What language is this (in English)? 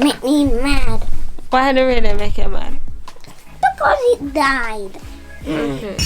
Jamaican Creole English